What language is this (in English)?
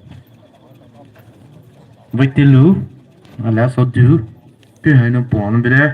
Poumei Naga